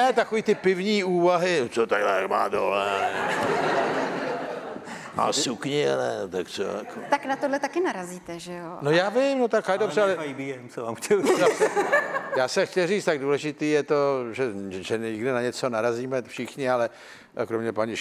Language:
Czech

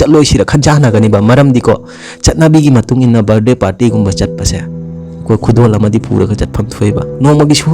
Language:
Manipuri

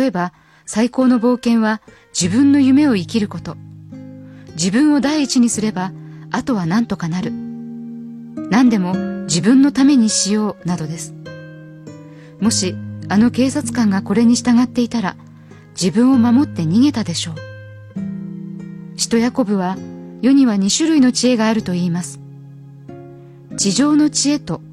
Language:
Japanese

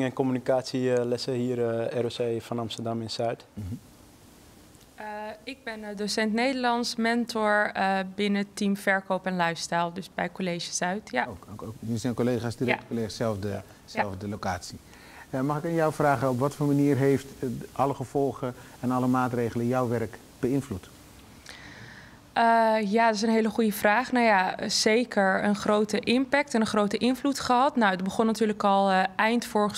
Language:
Dutch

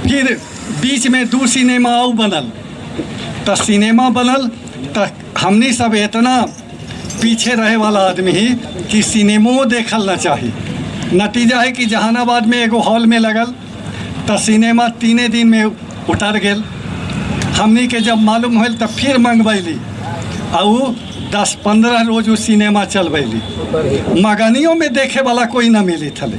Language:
Magahi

